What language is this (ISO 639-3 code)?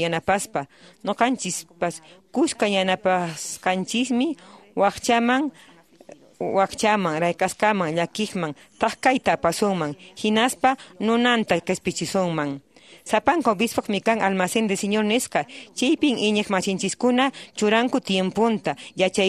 que